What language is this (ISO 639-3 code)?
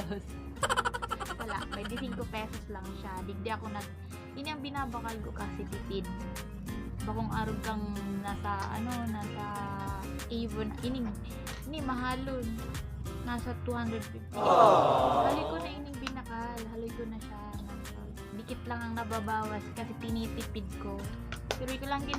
bik